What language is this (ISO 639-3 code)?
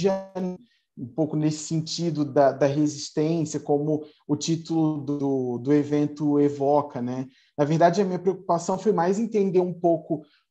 por